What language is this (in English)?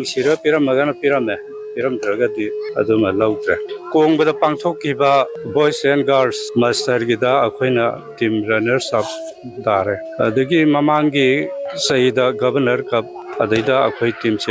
Manipuri